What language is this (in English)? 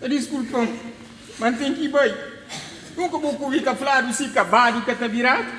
Kabuverdianu